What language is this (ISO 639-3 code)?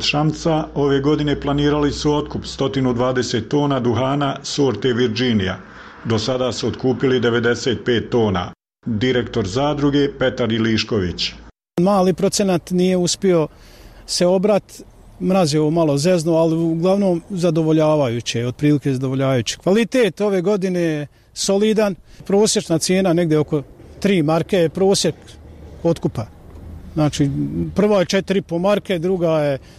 hrv